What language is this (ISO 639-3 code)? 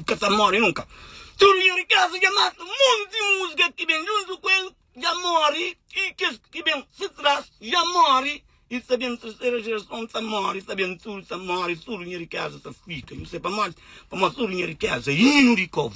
kea